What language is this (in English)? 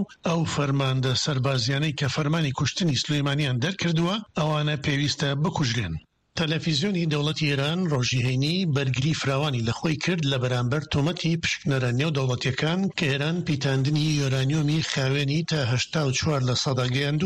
Central Kurdish